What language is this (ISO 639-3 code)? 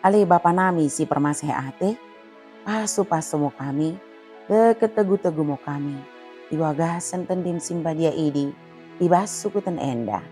btd